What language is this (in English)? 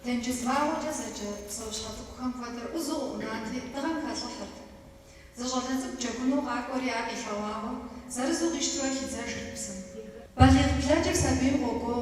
Kabardian